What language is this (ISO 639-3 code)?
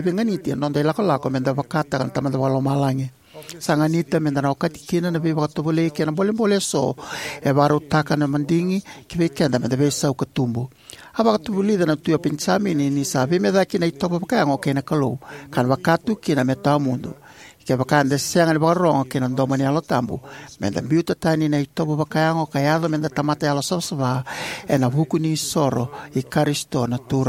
fij